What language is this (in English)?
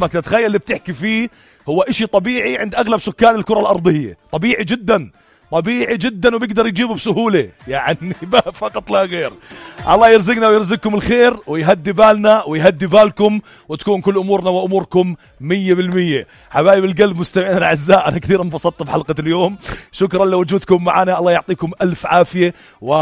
North Levantine Arabic